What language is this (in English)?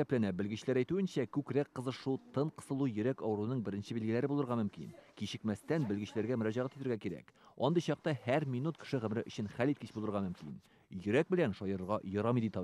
Tatar